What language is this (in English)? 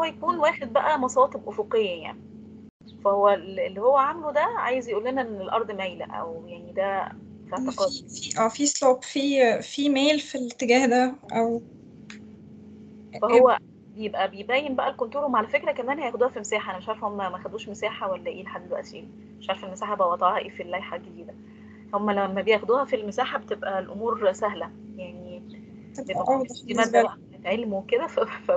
Egyptian Arabic